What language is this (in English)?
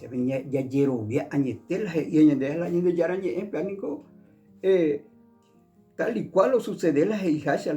Guarani